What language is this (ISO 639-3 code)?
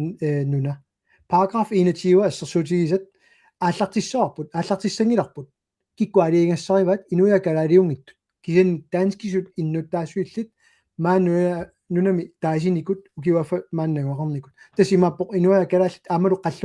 kal